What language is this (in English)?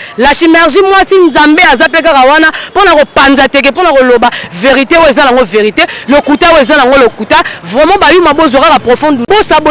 Lingala